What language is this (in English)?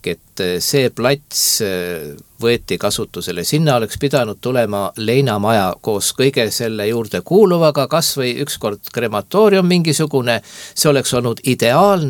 Estonian